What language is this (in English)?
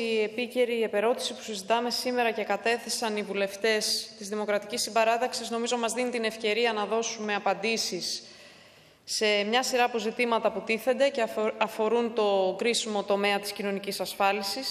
Greek